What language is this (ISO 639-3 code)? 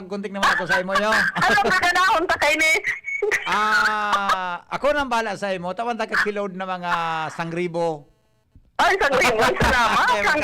bik